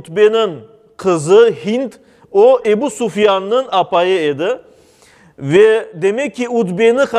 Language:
Crimean Tatar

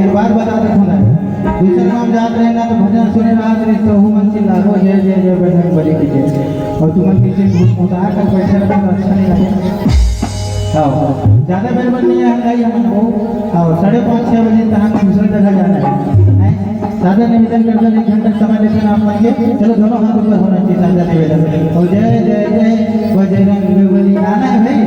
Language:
Chhattisgarhi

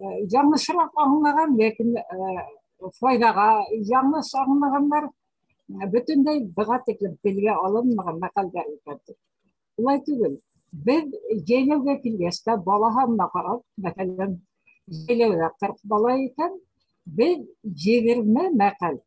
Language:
Bashkir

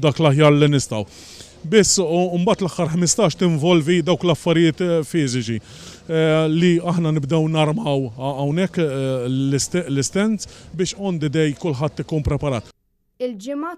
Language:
Maltese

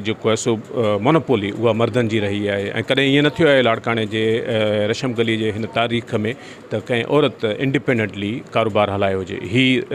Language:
Sindhi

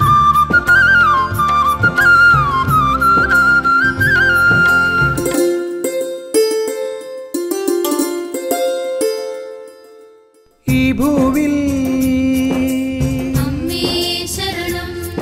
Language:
Malayalam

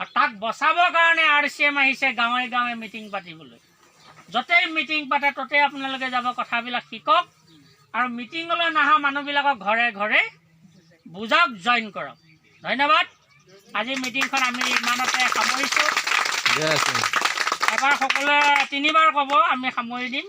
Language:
Assamese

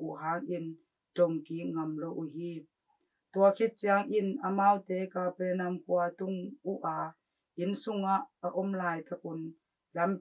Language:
Tedim Chin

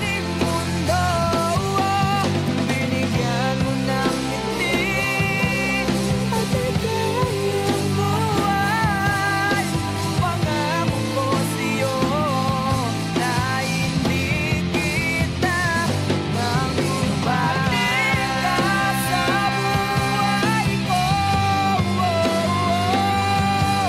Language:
Filipino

